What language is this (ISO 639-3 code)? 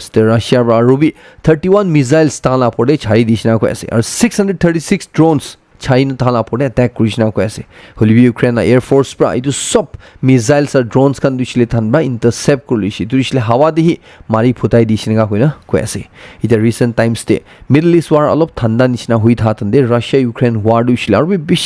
nag